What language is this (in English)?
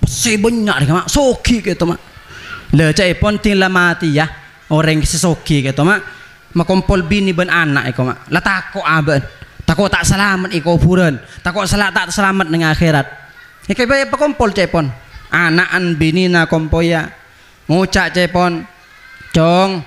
Madurese